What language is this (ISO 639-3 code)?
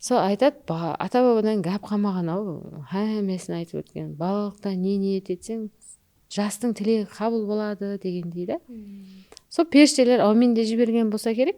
kaa